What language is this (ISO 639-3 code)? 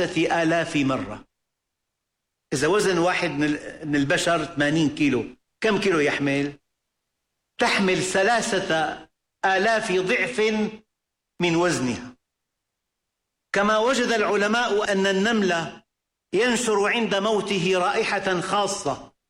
ara